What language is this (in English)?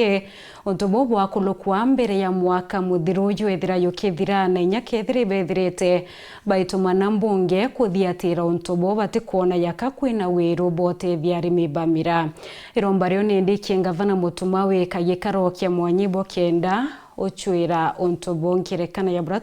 Meru